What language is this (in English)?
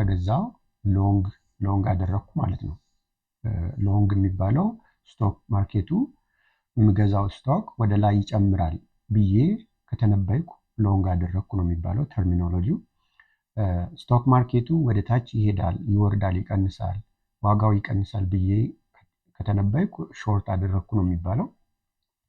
Amharic